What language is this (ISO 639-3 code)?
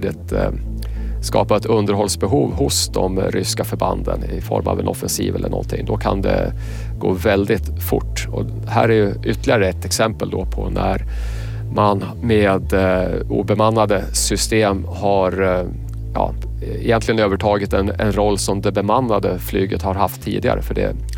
swe